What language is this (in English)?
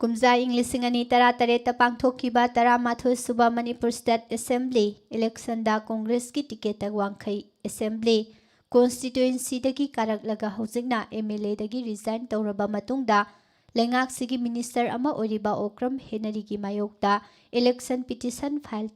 Manipuri